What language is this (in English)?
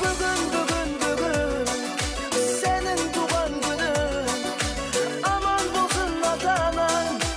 Kara-Kalpak